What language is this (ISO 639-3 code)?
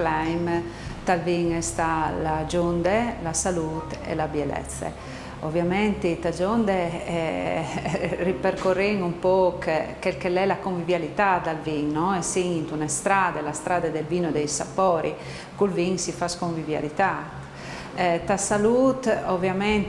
fur